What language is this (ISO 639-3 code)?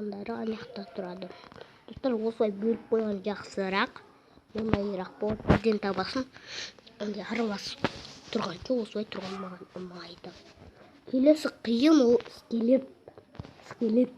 kaz